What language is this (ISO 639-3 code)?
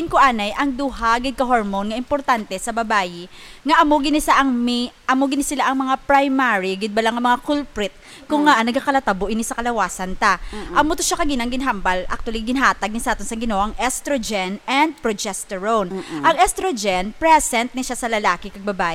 hil